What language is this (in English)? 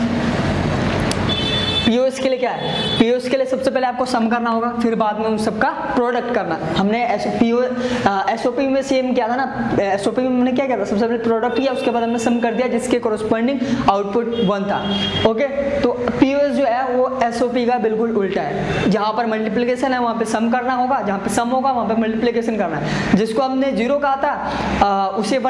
Hindi